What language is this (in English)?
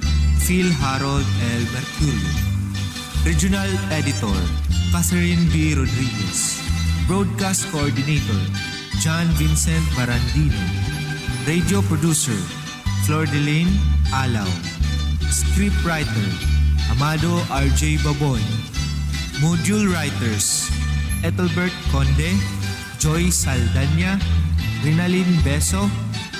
Waray